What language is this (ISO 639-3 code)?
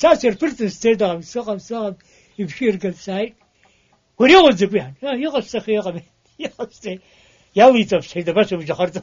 abk